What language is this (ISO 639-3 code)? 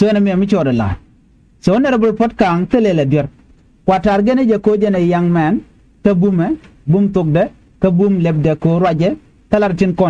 nus